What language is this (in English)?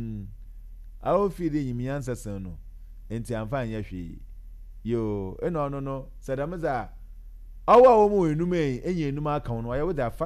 Akan